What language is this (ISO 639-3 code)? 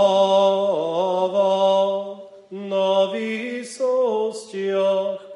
slk